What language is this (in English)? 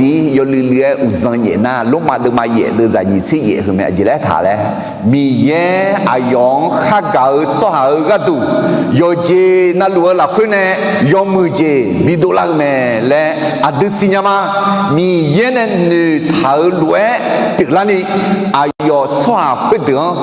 Akha